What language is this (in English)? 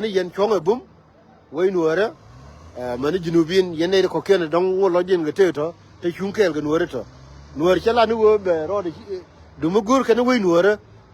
Nuer